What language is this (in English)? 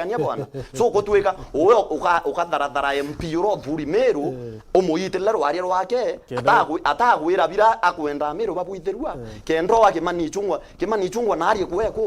Meru